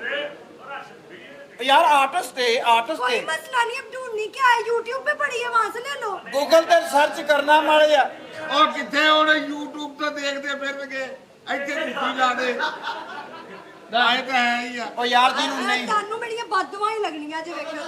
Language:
Punjabi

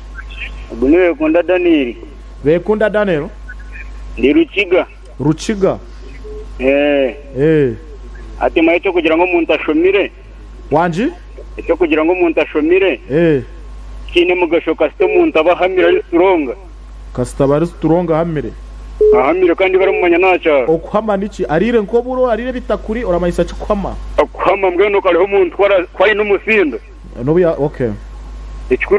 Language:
Nyankole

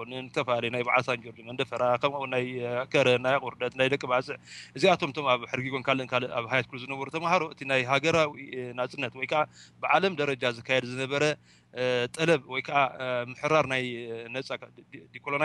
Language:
Tigrinya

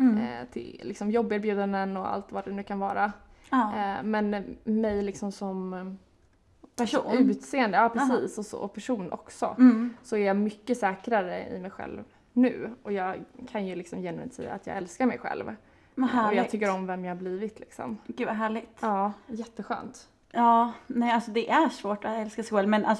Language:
Swedish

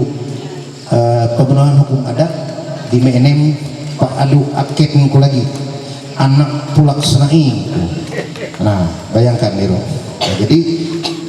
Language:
Ma'anyan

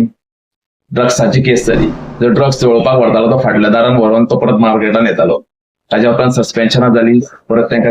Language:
Konkani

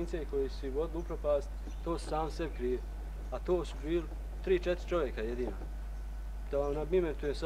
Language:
Bosnian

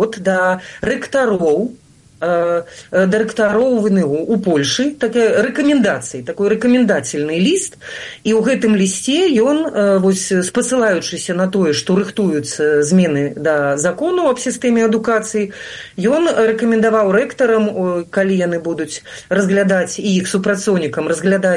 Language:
Belarusian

